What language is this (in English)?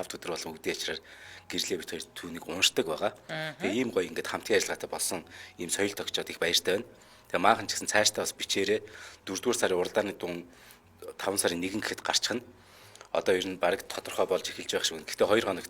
Mongolian